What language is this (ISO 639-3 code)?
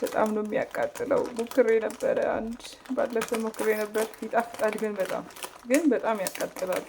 amh